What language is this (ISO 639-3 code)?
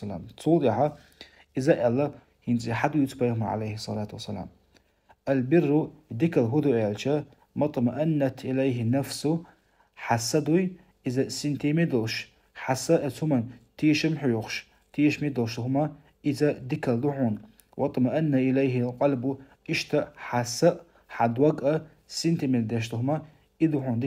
che